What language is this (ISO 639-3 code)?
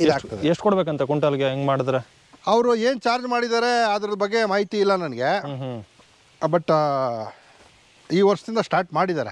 kan